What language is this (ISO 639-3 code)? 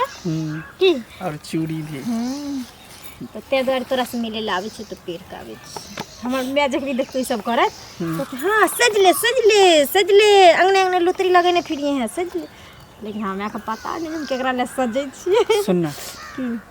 mai